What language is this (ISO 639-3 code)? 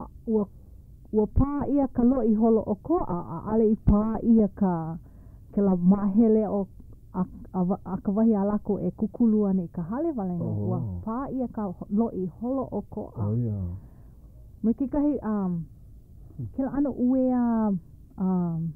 haw